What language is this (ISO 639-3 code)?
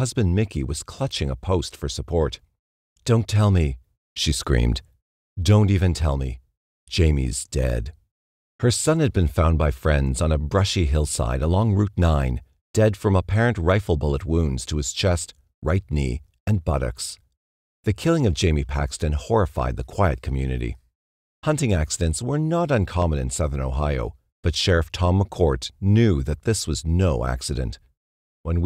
eng